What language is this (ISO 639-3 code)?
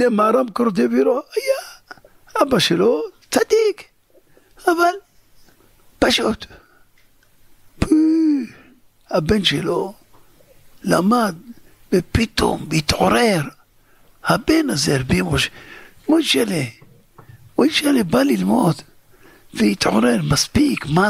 heb